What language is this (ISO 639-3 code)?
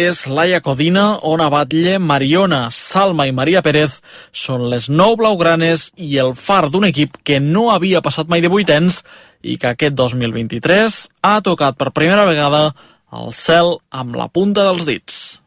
cat